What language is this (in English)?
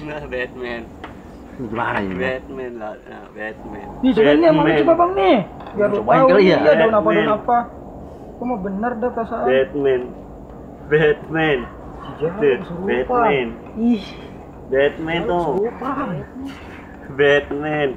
Betawi